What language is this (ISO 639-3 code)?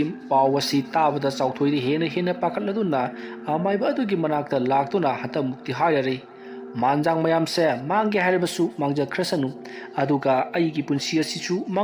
mni